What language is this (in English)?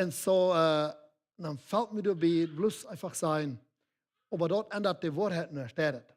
Plautdietsch